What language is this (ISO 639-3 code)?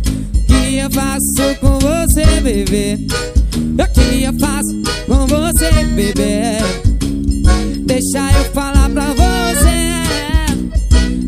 por